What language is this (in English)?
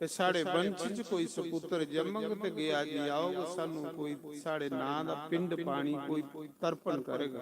Dogri